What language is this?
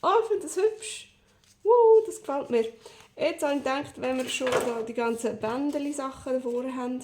Swiss German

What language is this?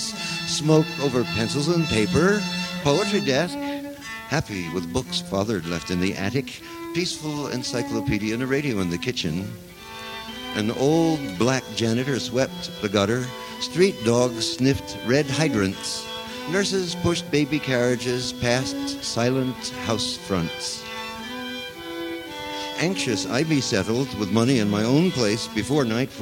English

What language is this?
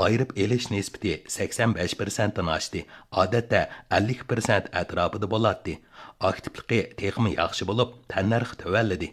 Uyghur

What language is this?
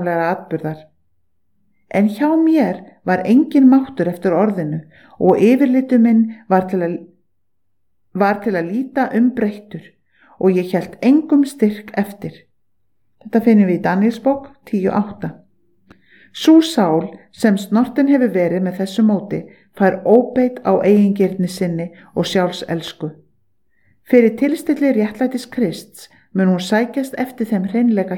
Icelandic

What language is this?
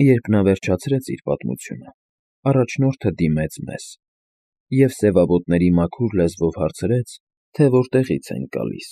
Armenian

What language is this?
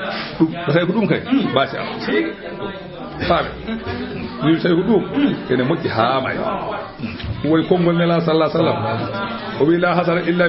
Fula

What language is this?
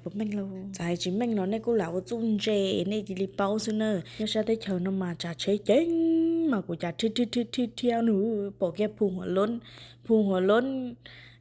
Hmong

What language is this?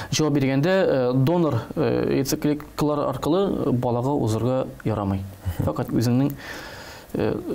Tatar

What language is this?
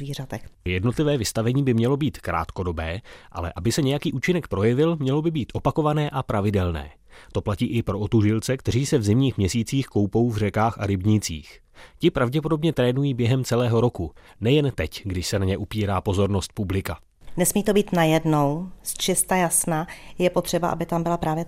Czech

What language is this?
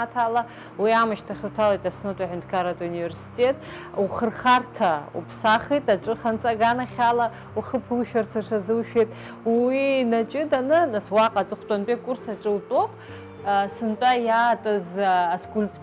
Abkhazian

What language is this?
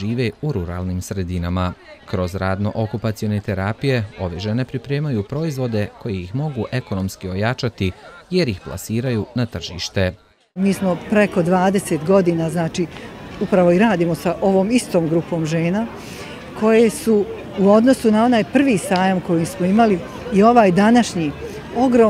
Bosnian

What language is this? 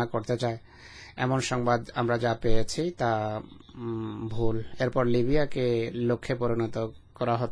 Bangla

